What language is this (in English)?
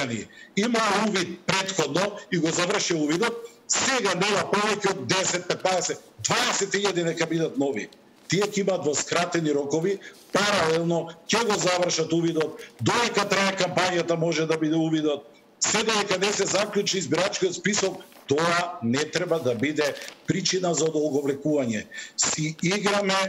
Macedonian